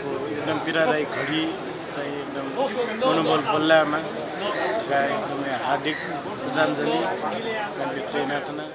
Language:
Newari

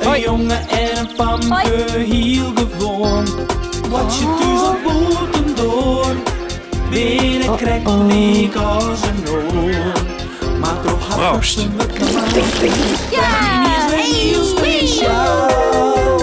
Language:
Western Frisian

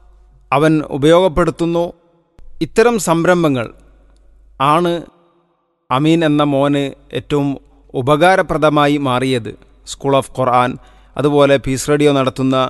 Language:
Malayalam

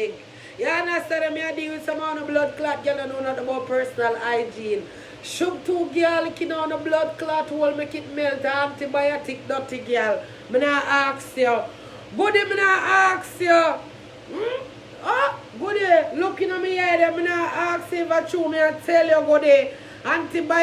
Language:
Jamaican Creole English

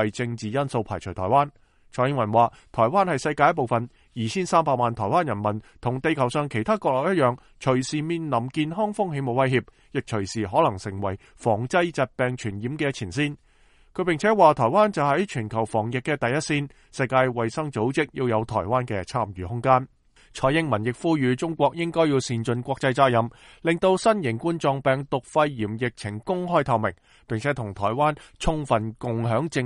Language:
Cantonese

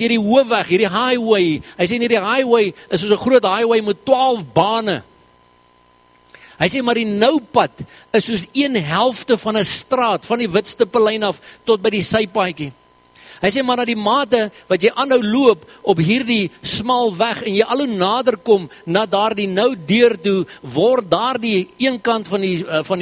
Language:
Afrikaans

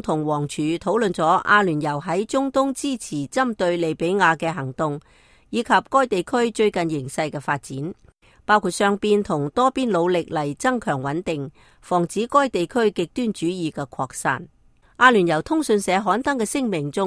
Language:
Cantonese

